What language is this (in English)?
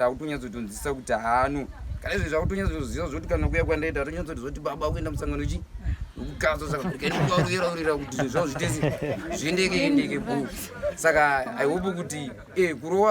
Shona